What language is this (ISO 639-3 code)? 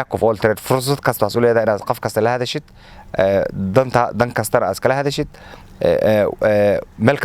som